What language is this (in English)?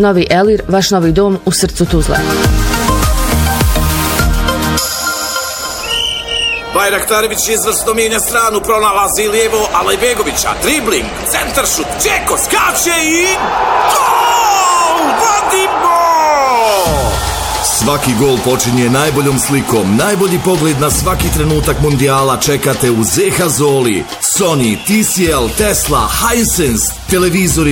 Bosnian